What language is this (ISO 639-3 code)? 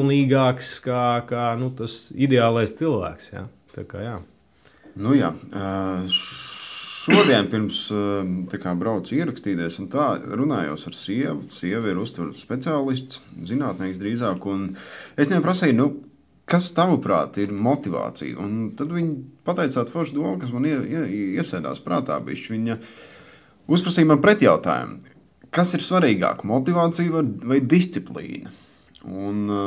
lav